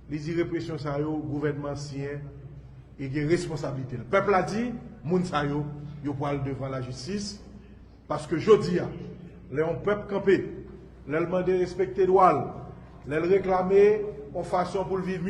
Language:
Haitian Creole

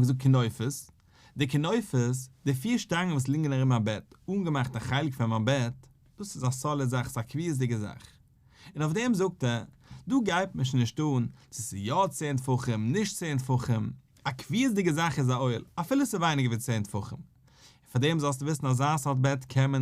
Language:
Yiddish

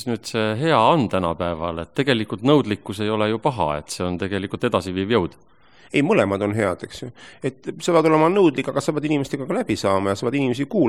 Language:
Estonian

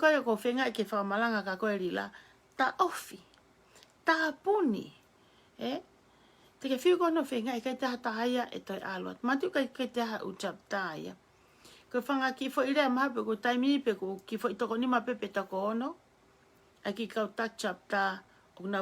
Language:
Tongan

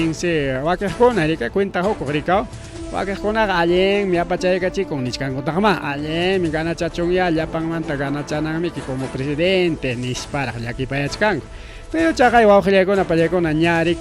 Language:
Ayacucho Quechua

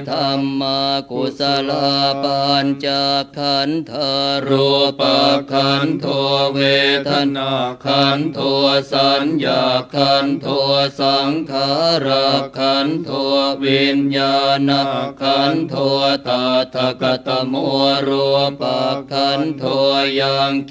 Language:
Pali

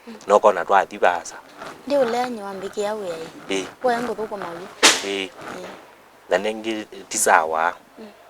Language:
Kamba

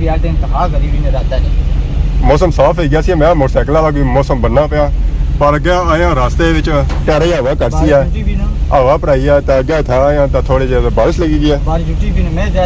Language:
Pahari-Potwari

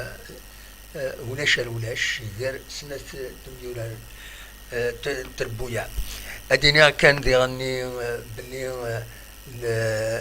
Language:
Kabyle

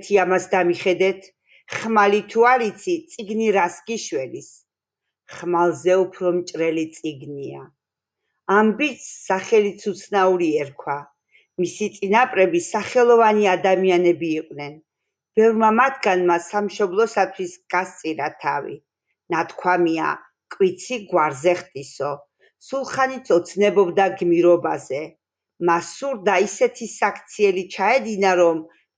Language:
Georgian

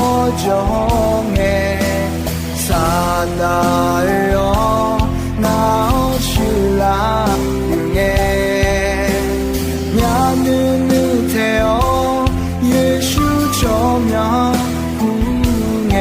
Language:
Akha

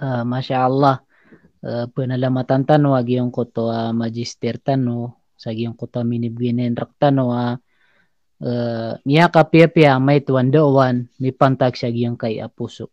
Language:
Maranao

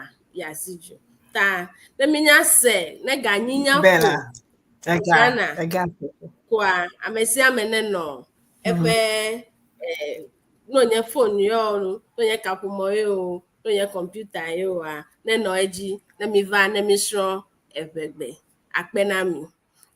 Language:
Ewe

